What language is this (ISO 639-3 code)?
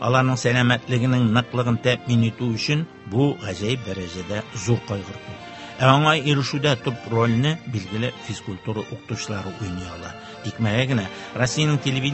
tat